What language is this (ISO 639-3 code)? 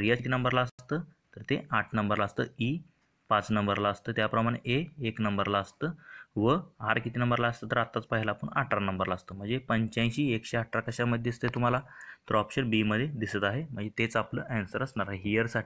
mar